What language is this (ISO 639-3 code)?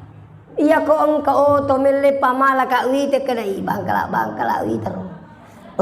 bug